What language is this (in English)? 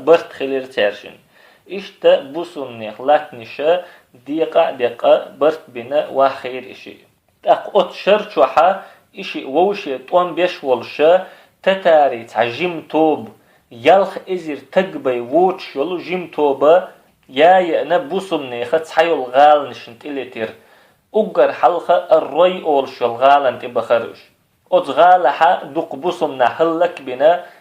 Chechen